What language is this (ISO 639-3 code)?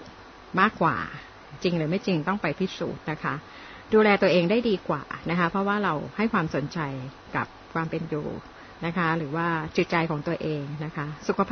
tha